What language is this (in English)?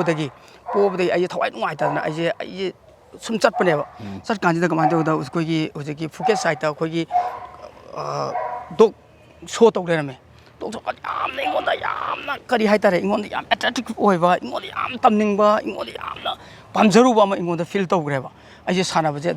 Manipuri